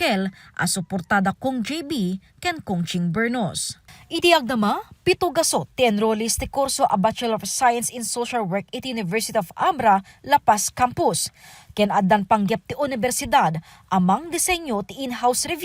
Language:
Iloko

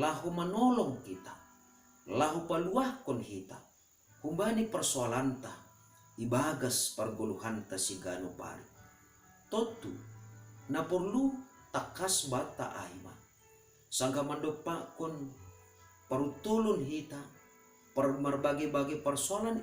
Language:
Batak Simalungun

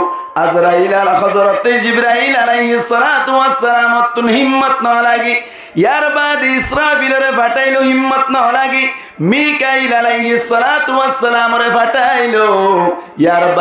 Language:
Rohingya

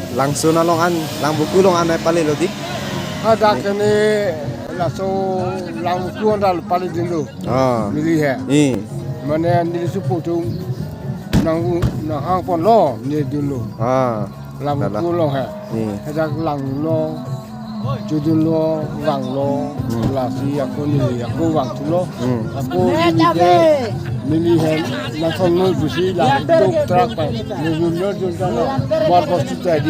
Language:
Karbi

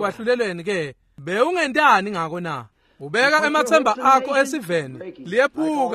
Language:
Swati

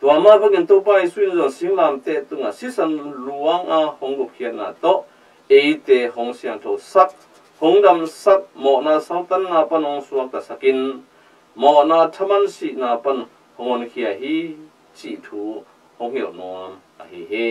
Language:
Tedim Chin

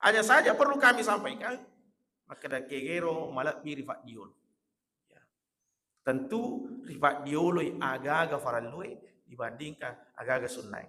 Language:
Buginese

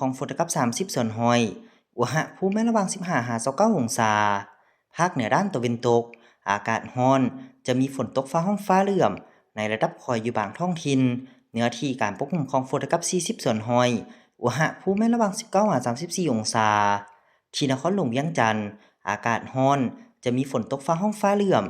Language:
Lao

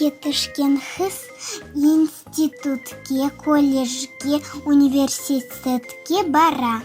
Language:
Crimean Tatar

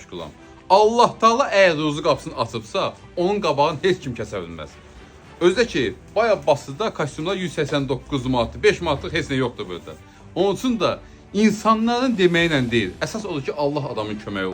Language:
Azerbaijani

